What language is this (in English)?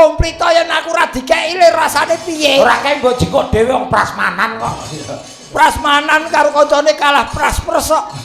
Javanese